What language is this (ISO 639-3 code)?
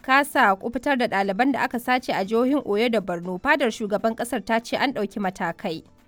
hau